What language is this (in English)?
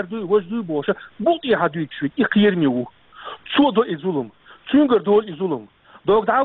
Chechen